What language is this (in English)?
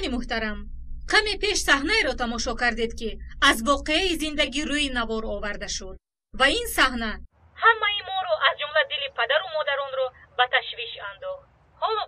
Tajik